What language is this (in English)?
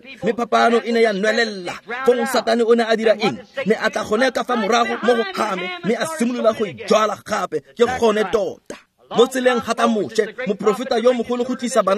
Tswana